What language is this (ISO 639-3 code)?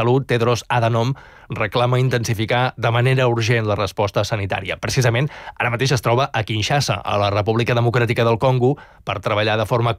cat